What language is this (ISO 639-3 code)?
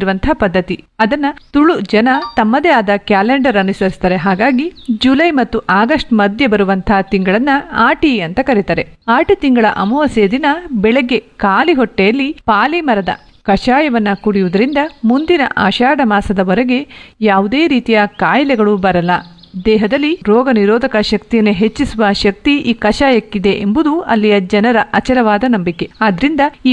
kan